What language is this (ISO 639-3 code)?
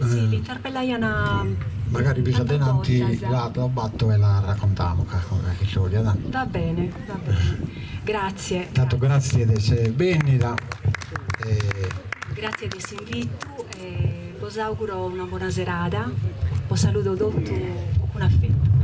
srd